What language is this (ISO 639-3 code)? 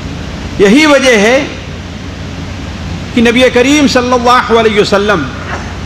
urd